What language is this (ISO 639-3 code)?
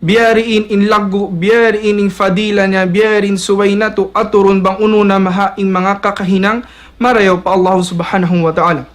tsg